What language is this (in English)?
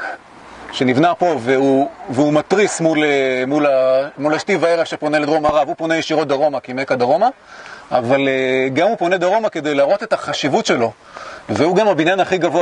Hebrew